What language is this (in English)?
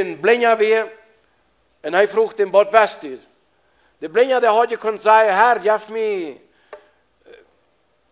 Plautdietsch